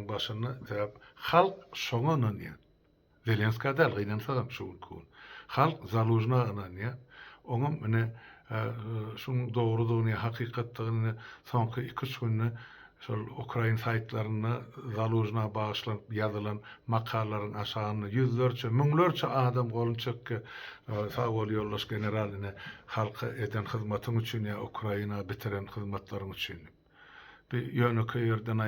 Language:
Turkmen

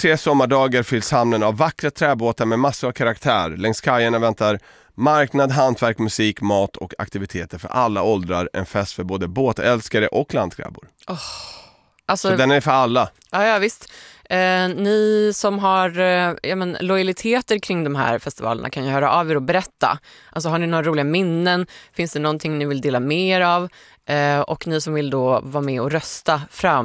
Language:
Swedish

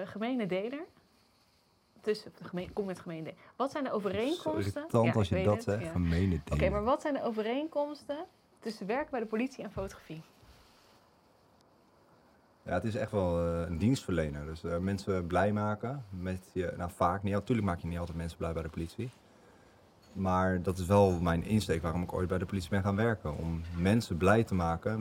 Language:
Dutch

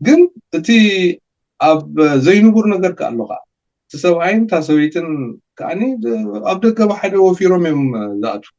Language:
Tigrinya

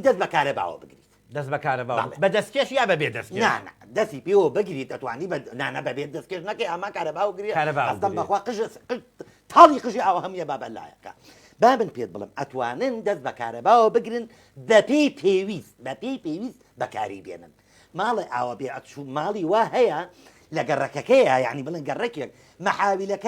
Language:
Central Kurdish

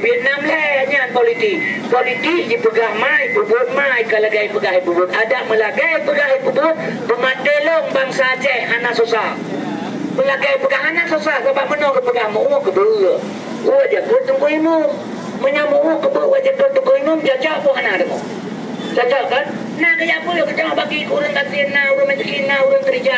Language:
Achinese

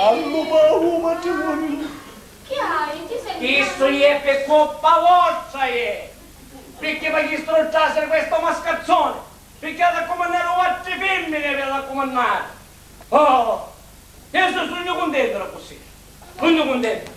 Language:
Sicilian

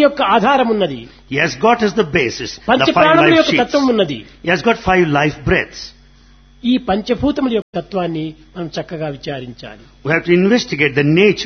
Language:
Telugu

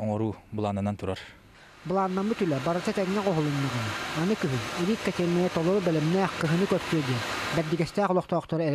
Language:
Yakut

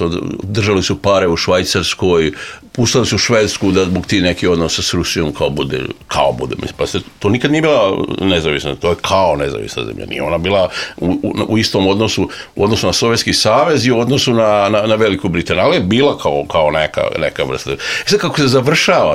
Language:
Serbian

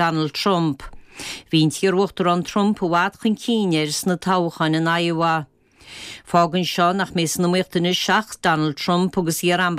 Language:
Irish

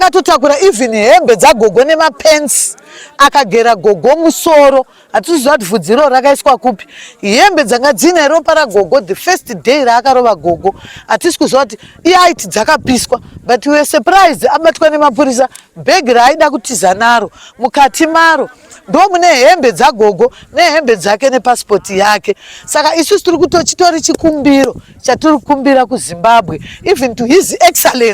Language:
Shona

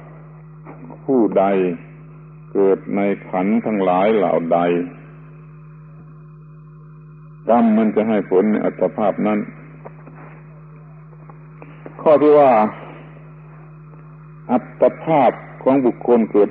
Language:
Thai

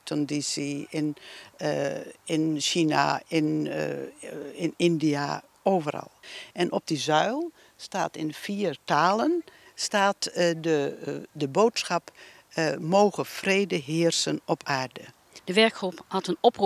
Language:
Dutch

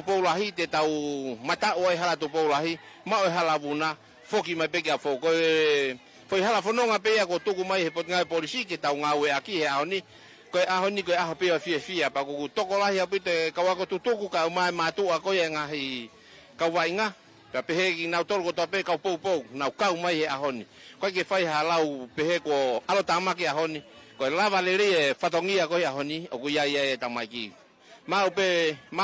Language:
Tongan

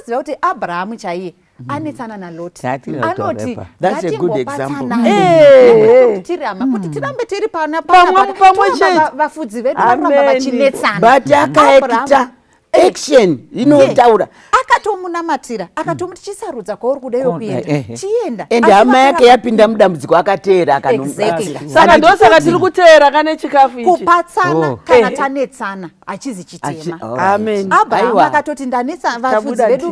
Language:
Shona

